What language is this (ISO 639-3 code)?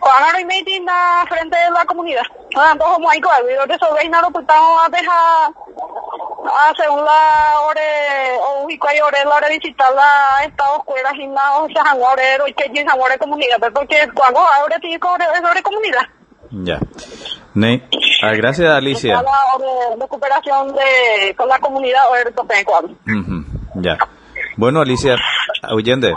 grn